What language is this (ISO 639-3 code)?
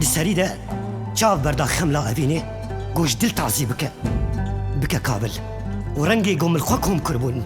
kur